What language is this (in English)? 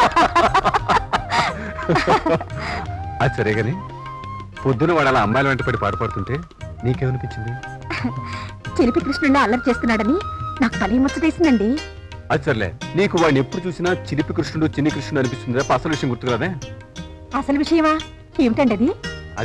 Telugu